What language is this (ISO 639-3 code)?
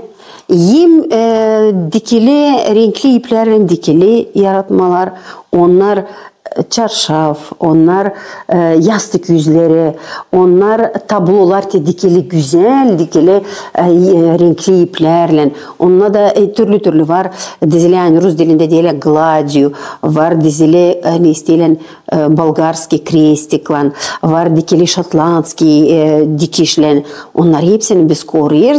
gag